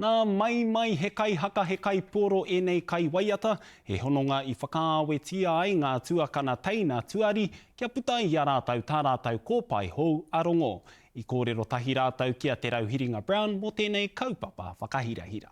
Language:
Māori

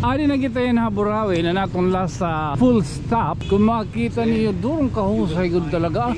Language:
Waray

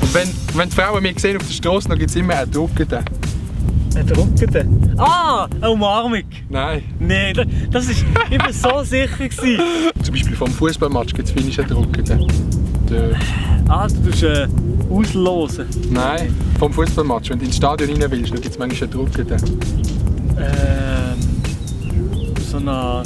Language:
Swiss German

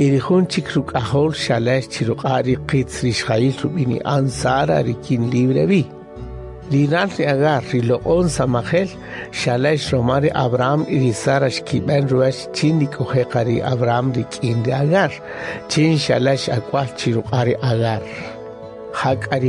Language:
Kaqchikel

